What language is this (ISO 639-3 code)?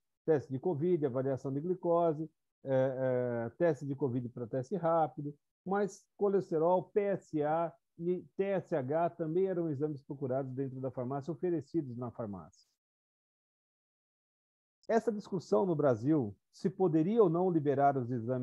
por